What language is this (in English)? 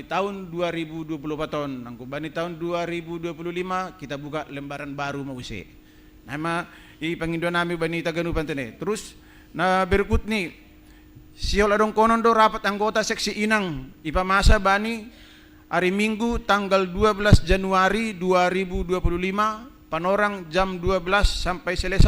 Batak Simalungun